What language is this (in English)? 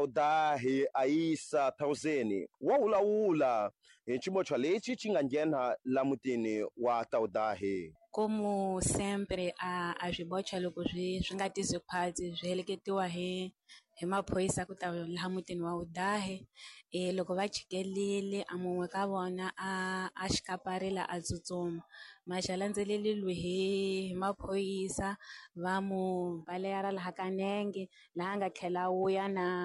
Tsonga